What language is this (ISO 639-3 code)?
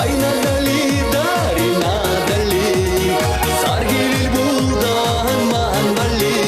chv